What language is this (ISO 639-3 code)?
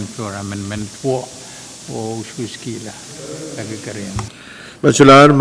pon